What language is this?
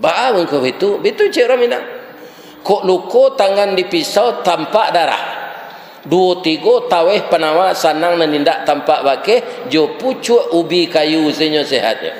Minangkabau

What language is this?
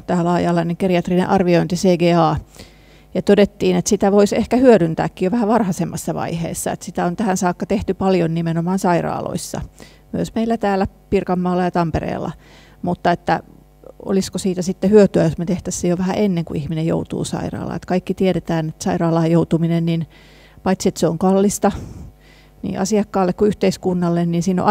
Finnish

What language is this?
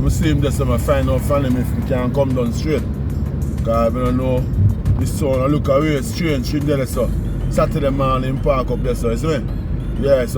Jamaican Creole English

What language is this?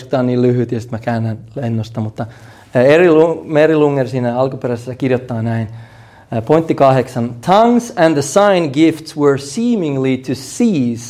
Finnish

